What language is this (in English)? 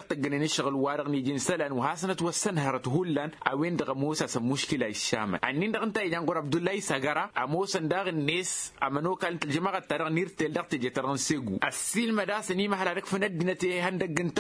Tamasheq